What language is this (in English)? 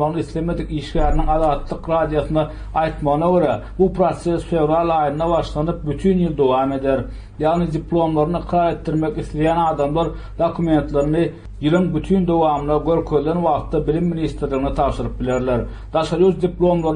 Turkmen